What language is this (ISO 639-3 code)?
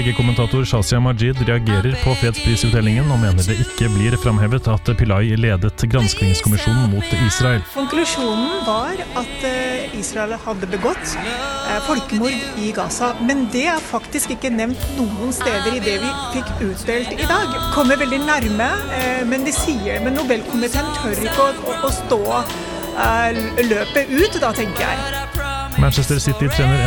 nor